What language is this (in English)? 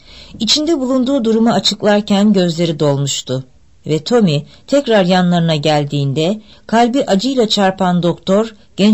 Turkish